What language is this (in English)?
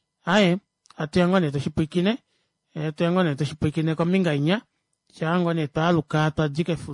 Kuanyama